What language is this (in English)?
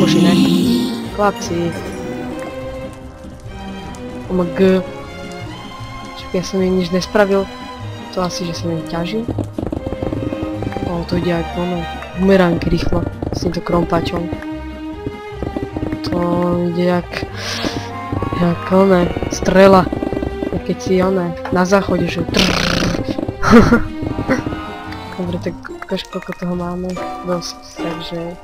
Slovak